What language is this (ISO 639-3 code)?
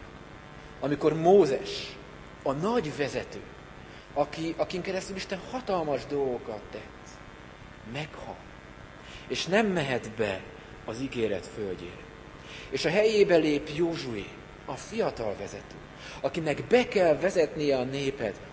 hun